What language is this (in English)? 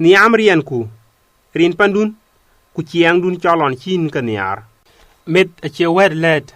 Dinka